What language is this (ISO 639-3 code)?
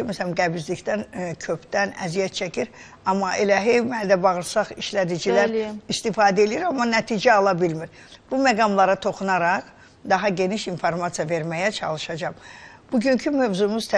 aze